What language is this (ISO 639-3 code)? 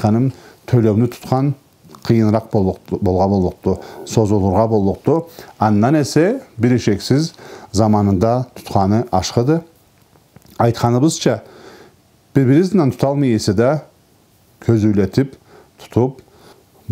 krc